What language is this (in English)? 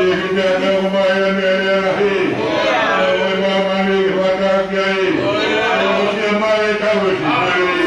Tongan